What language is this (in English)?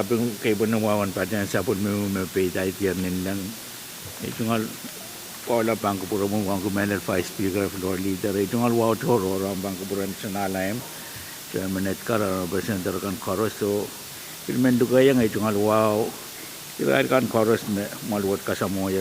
Pohnpeian